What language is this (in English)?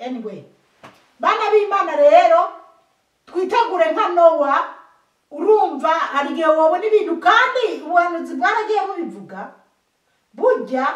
Rundi